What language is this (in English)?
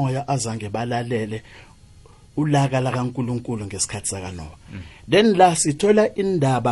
South Ndebele